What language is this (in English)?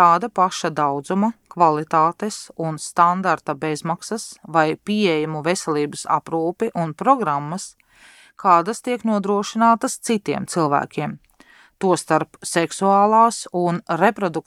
Latvian